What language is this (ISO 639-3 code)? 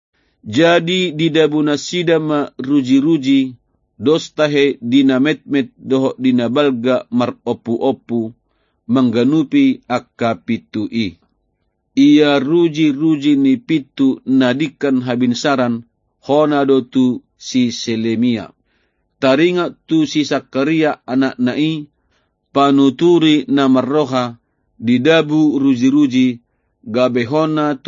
bbc